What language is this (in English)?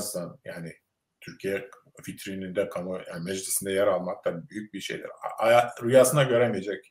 Turkish